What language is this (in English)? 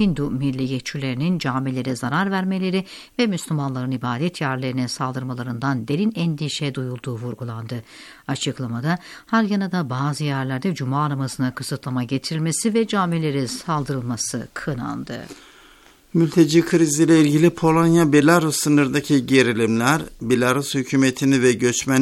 Turkish